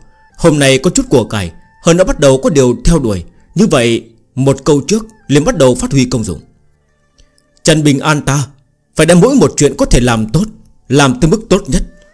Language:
Vietnamese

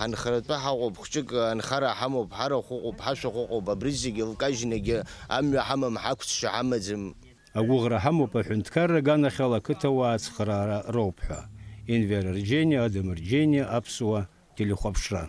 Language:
Abkhazian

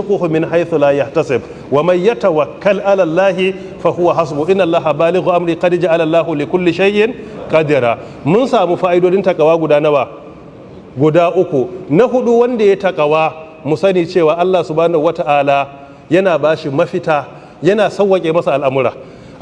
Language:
Hausa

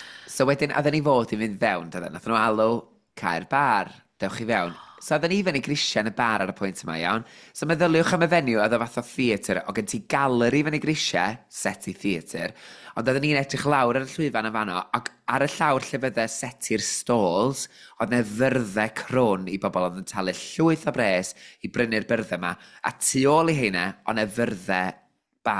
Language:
Welsh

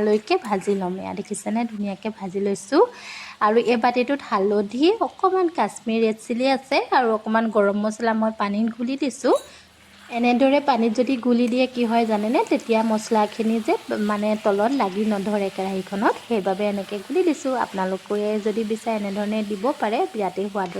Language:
Assamese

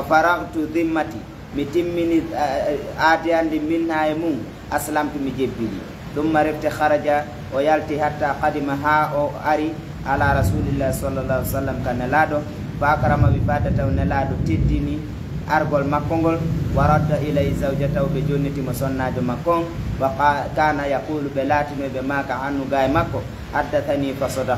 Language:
Fula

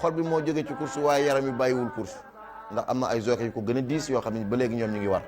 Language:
Wolof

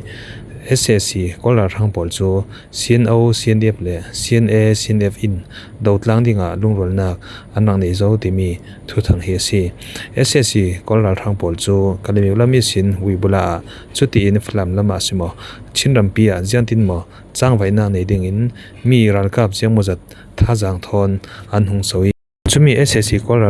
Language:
Falam Chin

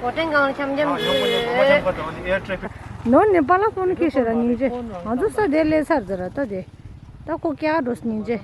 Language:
Tibetan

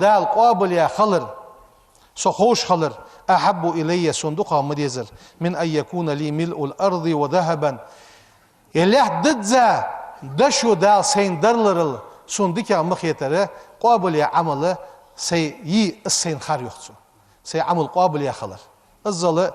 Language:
Ingush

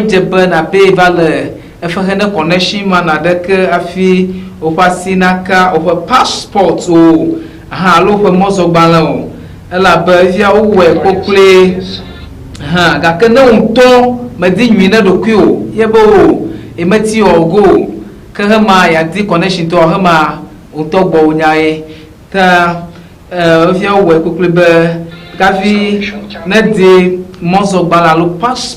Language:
Ewe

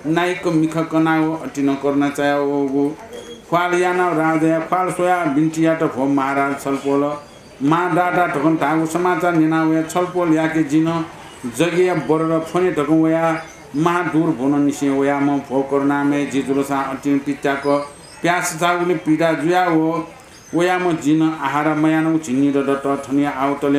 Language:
Newari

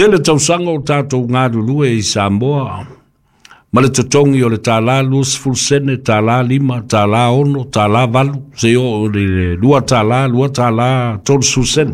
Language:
Samoan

